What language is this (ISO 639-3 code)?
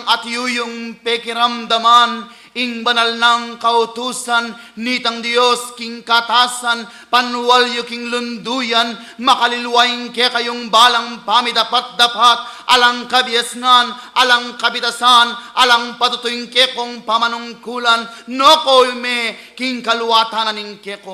pam